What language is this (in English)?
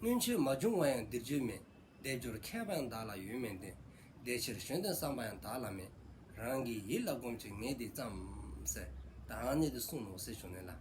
Dzongkha